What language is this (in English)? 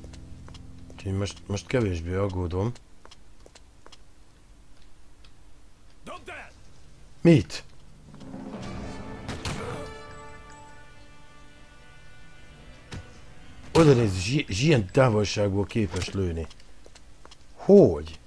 Hungarian